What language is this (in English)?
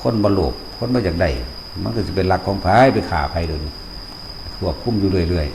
Northeastern Thai